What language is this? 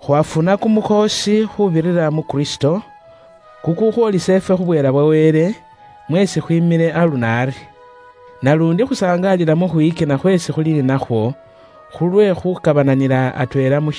Luyia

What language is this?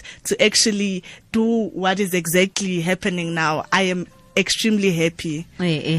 Tswana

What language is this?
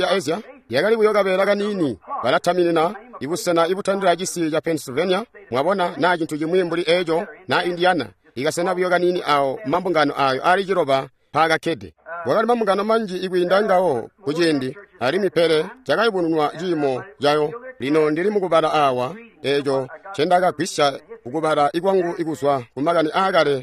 Tonga (Zambia)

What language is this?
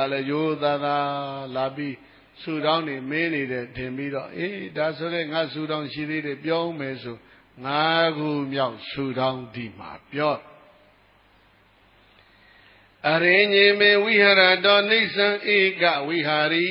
Burmese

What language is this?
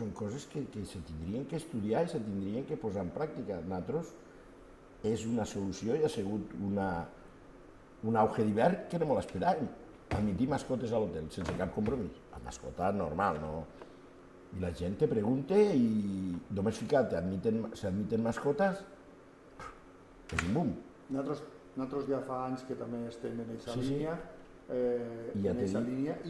Catalan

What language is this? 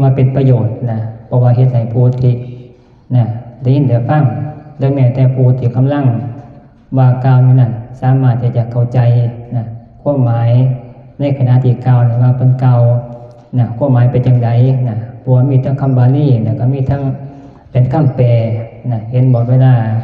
Northeastern Thai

